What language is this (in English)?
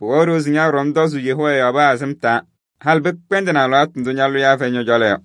Kabiyè